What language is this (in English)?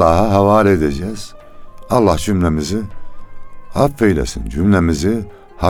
Turkish